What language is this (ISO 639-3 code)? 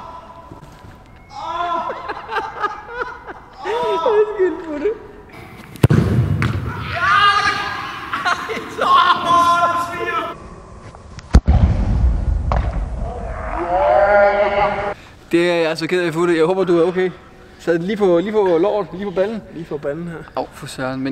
dan